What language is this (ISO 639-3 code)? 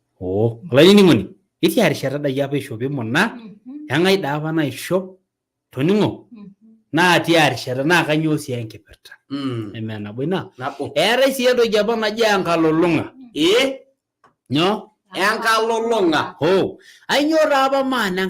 mas